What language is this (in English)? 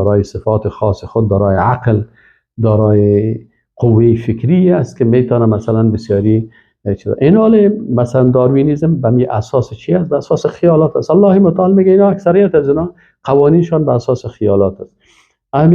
Persian